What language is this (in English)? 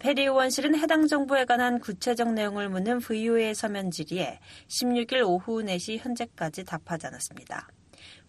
Korean